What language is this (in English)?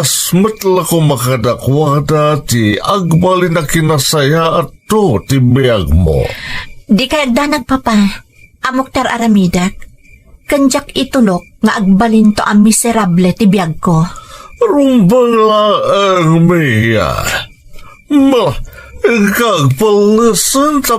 Iloko